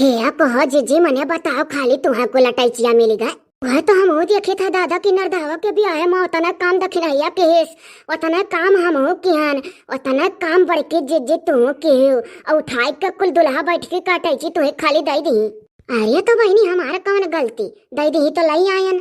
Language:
Awadhi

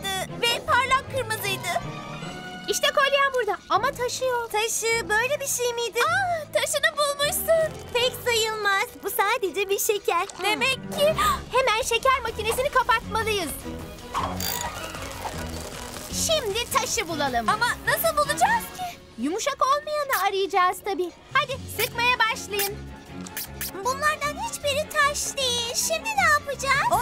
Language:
Turkish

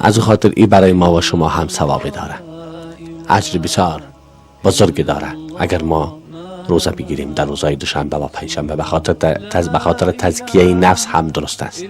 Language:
Persian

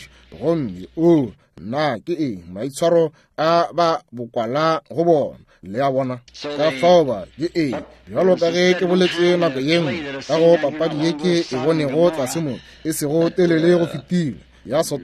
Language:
Northern Sotho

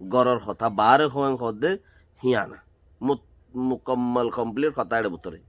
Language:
Rohingya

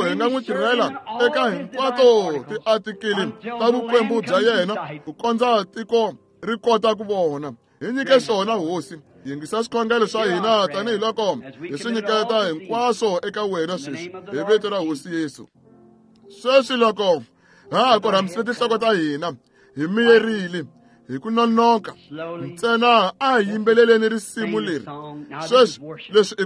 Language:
Tsonga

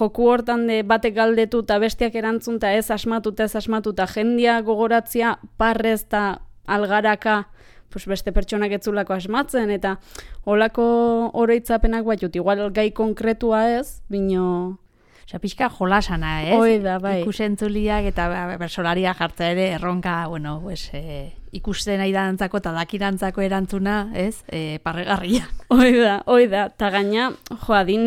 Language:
Basque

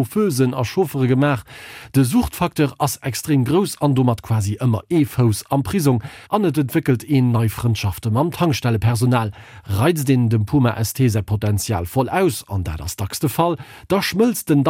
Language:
Luxembourgish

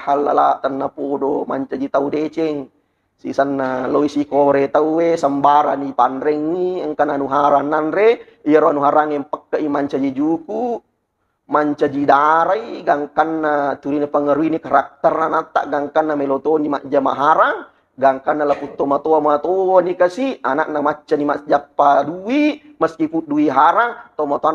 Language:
Buginese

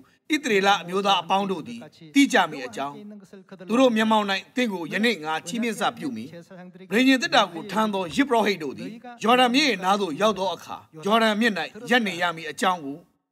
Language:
Burmese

